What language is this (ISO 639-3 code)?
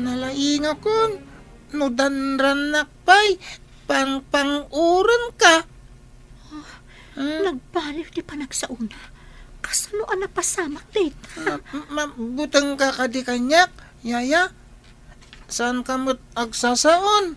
ilo